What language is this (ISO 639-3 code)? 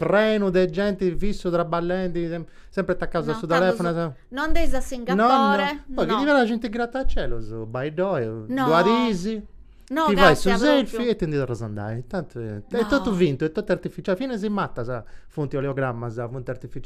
srd